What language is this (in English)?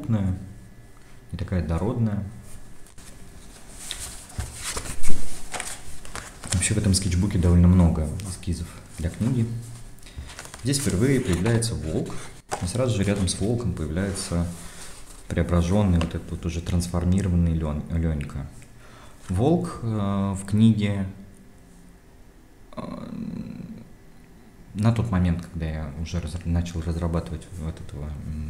Russian